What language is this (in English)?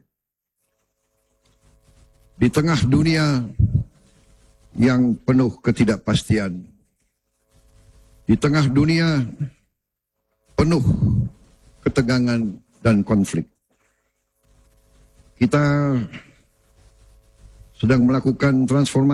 Indonesian